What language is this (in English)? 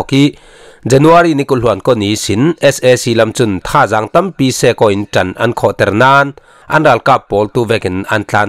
Falam Chin